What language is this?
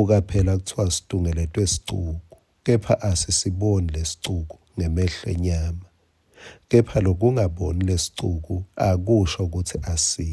Swati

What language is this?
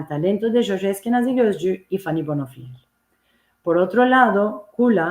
Ladino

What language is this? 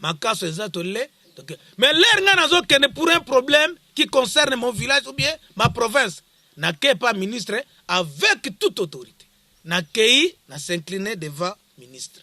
Lingala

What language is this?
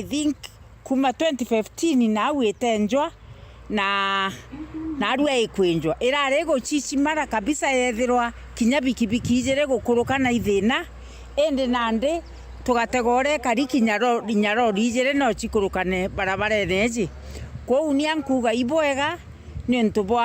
Meru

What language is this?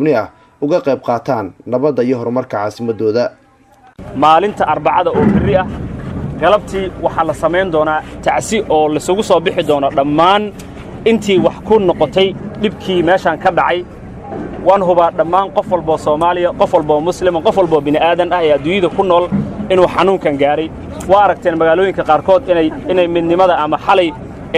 Somali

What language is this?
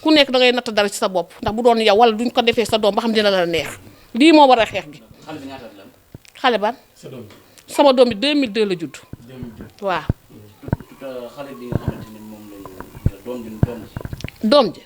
Wolof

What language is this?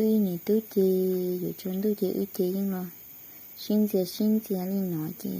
Hmong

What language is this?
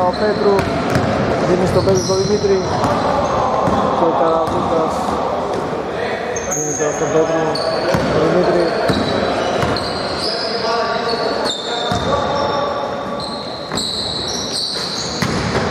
Greek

